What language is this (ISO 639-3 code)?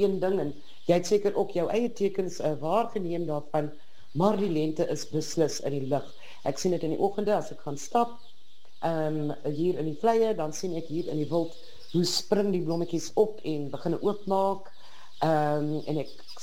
afr